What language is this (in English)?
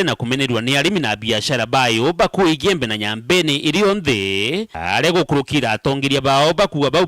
Meru